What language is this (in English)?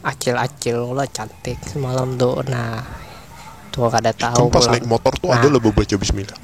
Banjar